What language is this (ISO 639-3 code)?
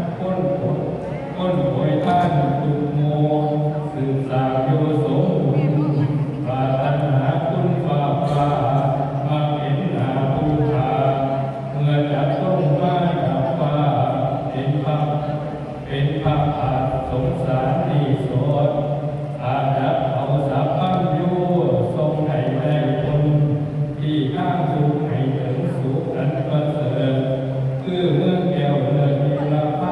tts